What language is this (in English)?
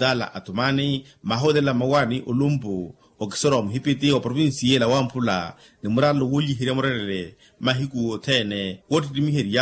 Makhuwa